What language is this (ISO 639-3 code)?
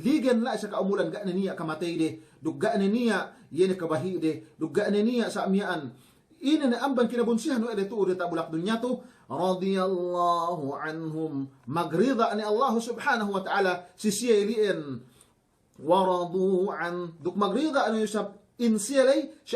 yka